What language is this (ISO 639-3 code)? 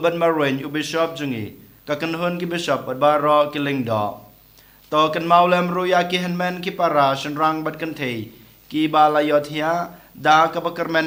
kha